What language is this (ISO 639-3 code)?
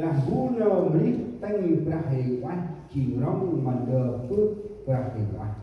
cmo